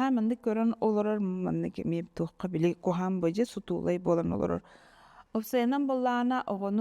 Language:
Yakut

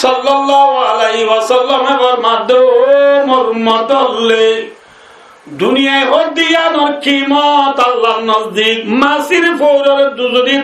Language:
Rohingya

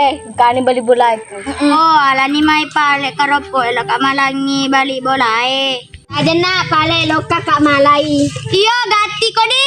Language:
Buginese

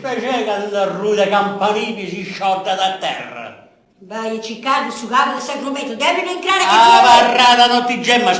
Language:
Sardinian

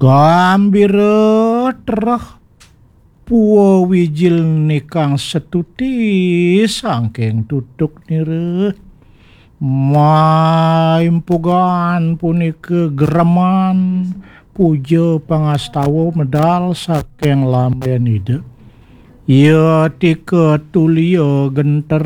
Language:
Balinese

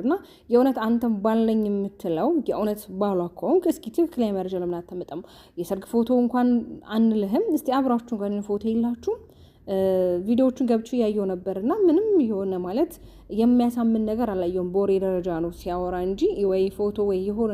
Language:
Amharic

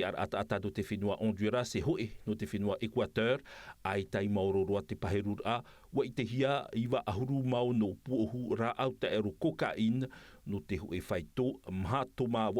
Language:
Tahitian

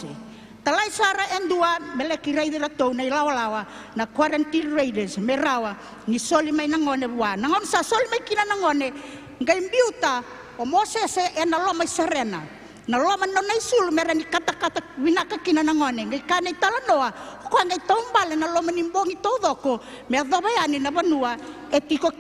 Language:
Fijian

